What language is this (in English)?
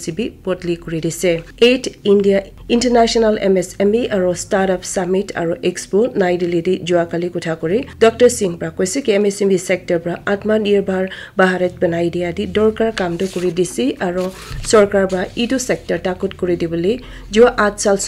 Naga Pidgin